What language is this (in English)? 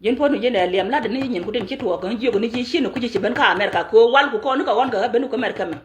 Nuer